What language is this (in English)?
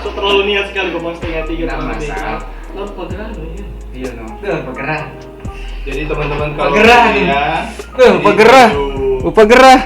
Manado Malay